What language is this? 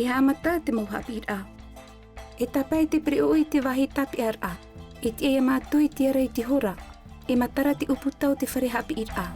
Tahitian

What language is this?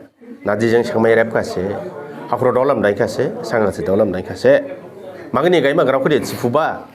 Dimasa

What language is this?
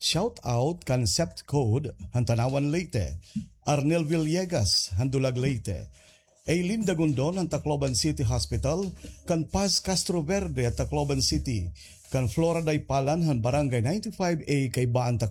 Waray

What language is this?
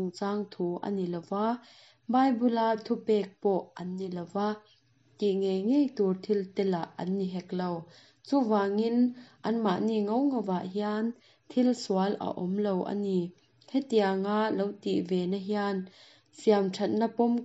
Mizo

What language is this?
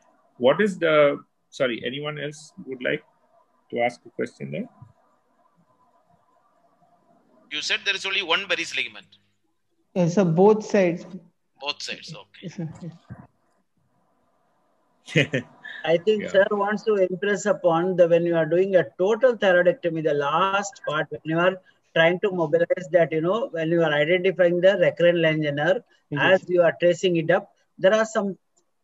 English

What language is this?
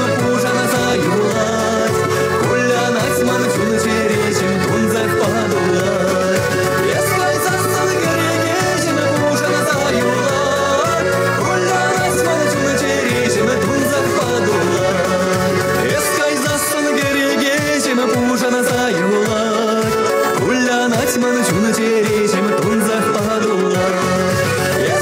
Chuvash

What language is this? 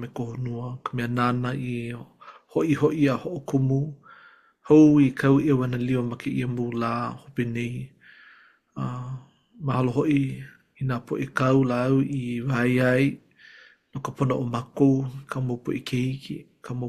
Hawaiian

